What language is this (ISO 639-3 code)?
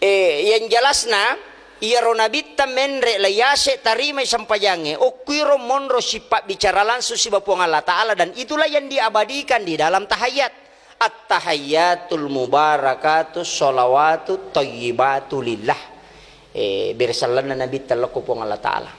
bug